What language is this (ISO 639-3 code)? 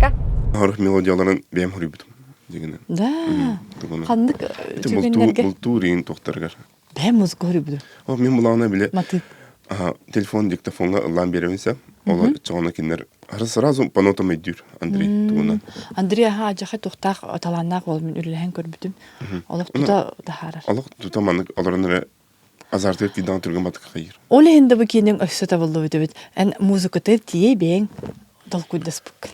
sah